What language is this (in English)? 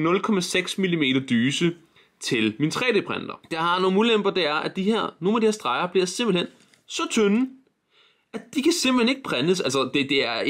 Danish